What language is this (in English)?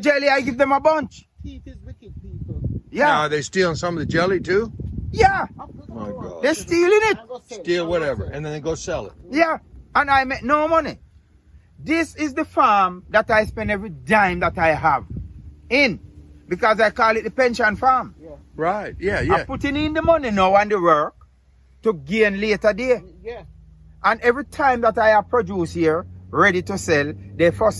Jamaican Creole English